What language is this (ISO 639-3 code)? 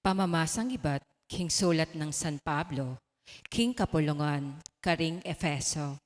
pam